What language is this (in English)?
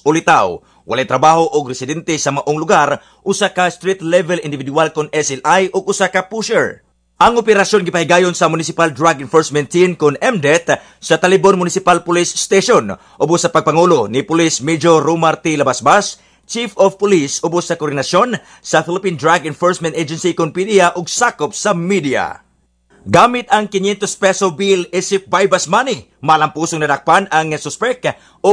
Cebuano